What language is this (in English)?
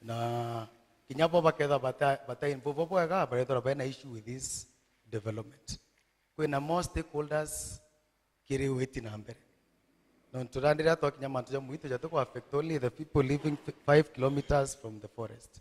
Meru